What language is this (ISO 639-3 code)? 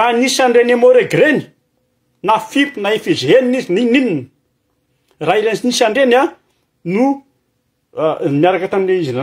mlg